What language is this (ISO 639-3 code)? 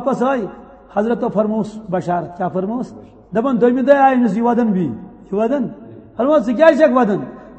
kas